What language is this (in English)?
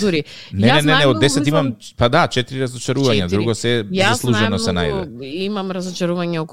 Macedonian